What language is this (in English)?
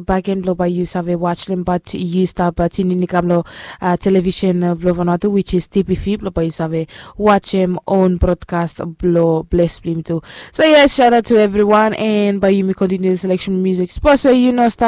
Bislama